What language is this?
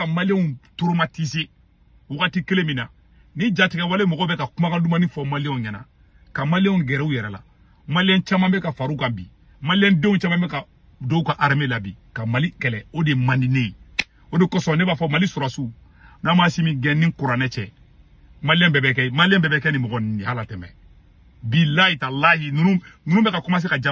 Bambara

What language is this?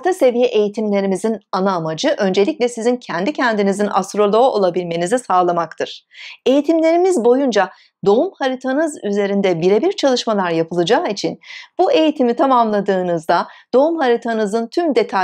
Turkish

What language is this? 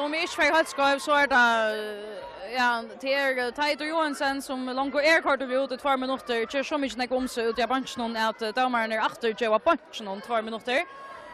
Faroese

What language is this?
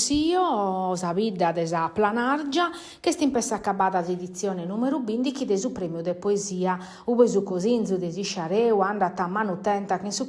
Sardinian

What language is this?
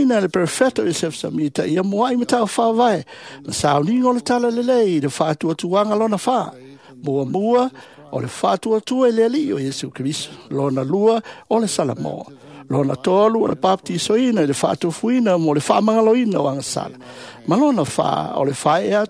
Samoan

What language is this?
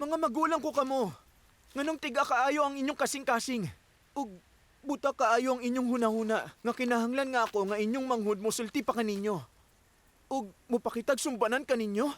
Cebuano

